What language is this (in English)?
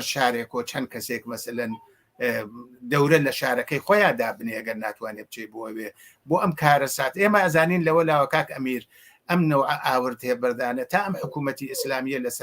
Central Kurdish